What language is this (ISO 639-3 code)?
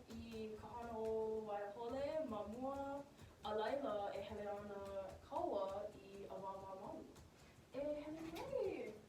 haw